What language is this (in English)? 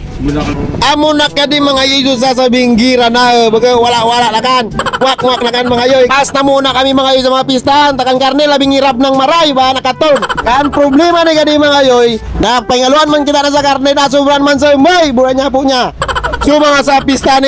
Bikol